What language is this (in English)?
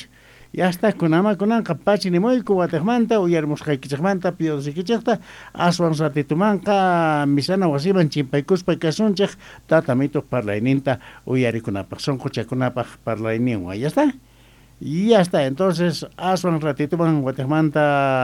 South Bolivian Quechua